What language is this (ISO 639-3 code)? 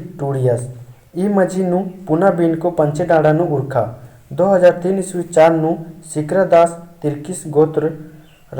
kru